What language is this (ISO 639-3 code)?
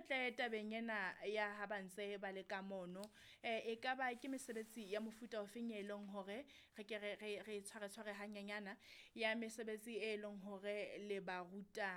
sot